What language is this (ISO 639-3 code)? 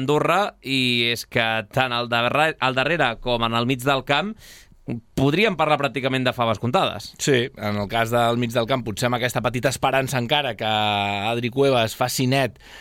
cat